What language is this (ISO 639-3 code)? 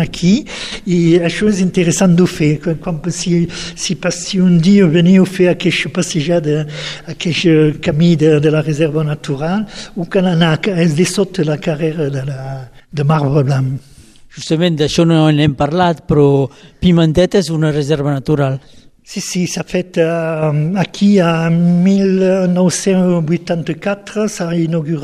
cat